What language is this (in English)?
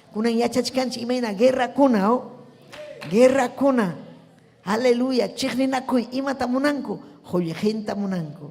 Ayacucho Quechua